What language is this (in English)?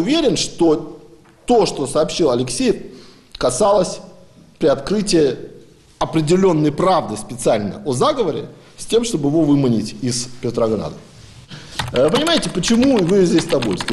Russian